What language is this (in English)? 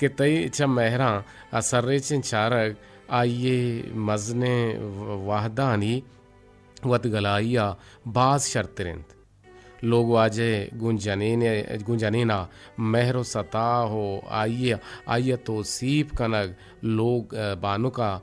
Eastern Balochi